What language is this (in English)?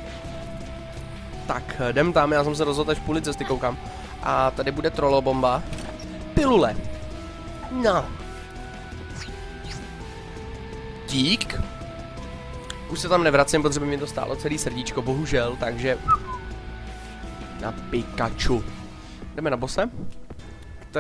Czech